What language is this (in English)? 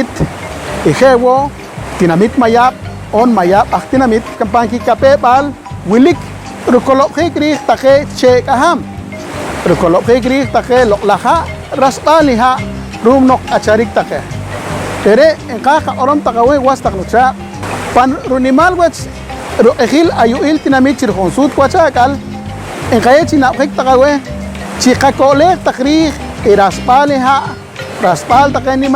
Poqomchi'